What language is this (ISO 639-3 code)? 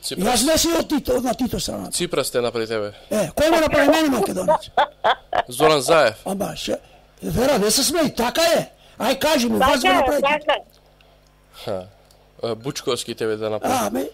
mkd